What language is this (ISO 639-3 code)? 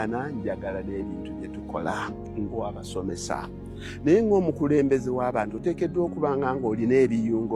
lug